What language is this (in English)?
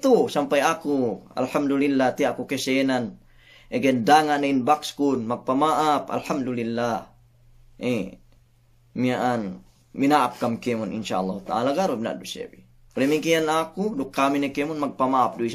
Yakan